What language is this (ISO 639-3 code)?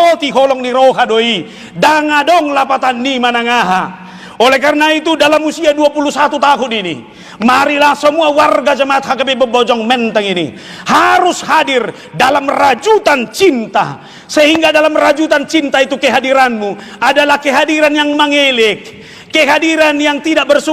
bbc